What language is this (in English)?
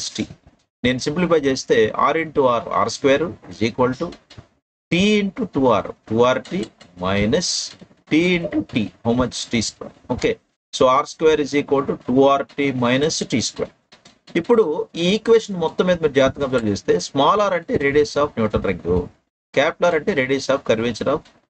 Telugu